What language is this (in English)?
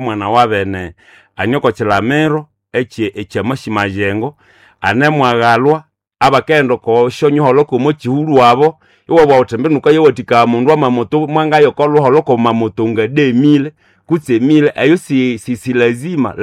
Nande